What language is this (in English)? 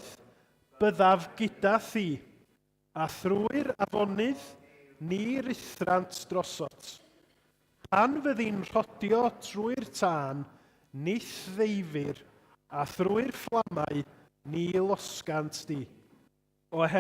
Welsh